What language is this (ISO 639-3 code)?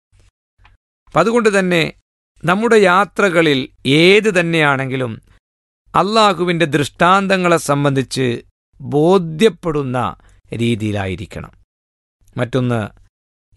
mal